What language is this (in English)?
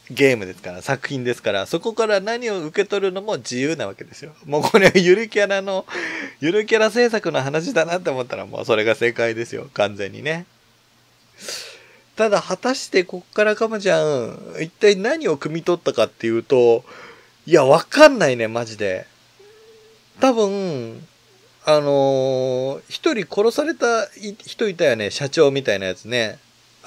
Japanese